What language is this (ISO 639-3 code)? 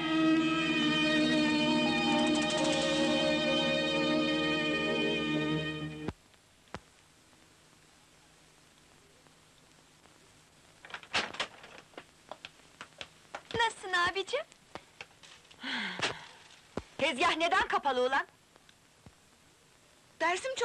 tur